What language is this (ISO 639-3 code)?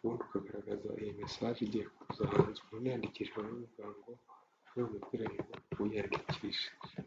kin